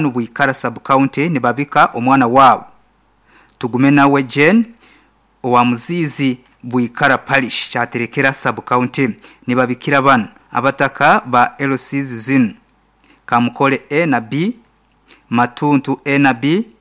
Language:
Nyankole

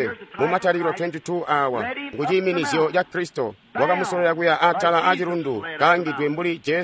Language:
Tonga (Zambia)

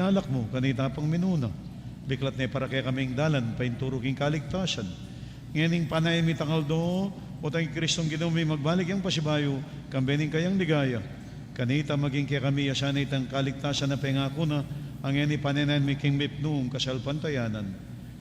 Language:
Pampanga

